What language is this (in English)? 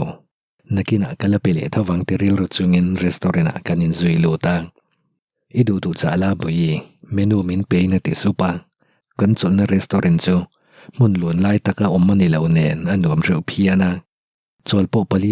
Mizo